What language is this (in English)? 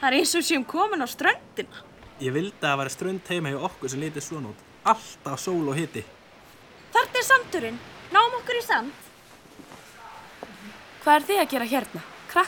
Icelandic